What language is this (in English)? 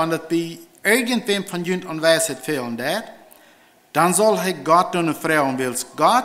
Plautdietsch